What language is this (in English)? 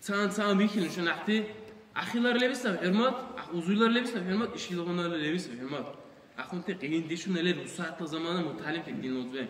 Dargwa